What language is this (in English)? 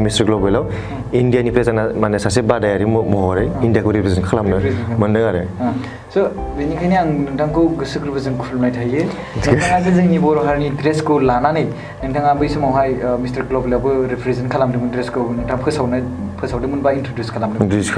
Bodo